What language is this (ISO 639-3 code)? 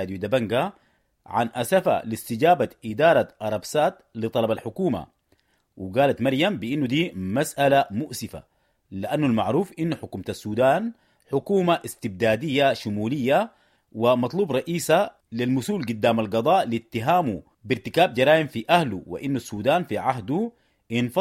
apd